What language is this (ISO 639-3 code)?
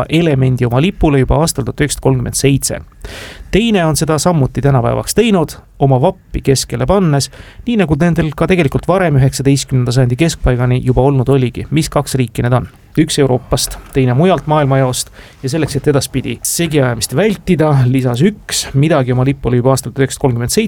est